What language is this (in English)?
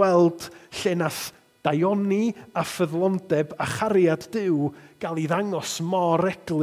Welsh